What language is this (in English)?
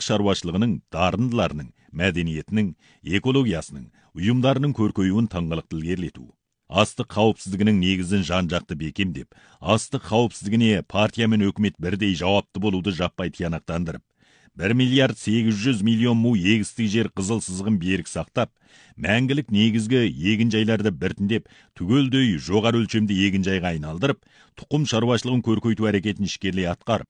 Kazakh